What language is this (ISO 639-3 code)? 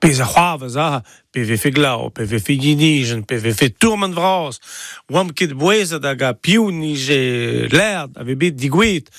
bre